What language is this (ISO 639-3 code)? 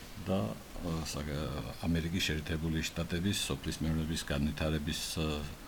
kat